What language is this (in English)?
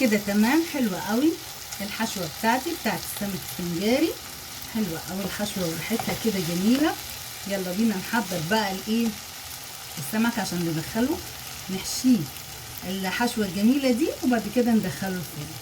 Egyptian Arabic